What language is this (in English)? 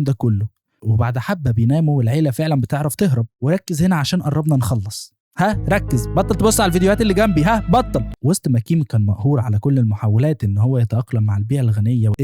Egyptian Arabic